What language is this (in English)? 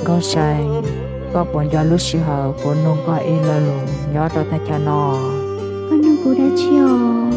Hmong